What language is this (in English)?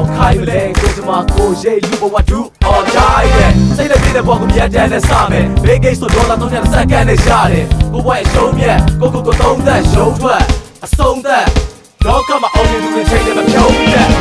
Burmese